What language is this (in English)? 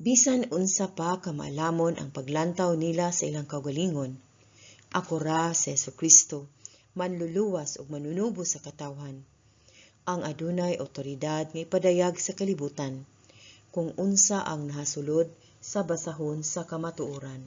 Cebuano